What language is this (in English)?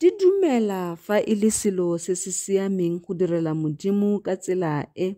Tswana